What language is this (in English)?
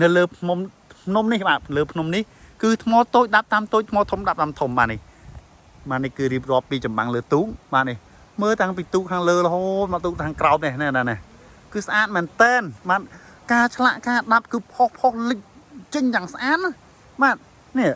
Khmer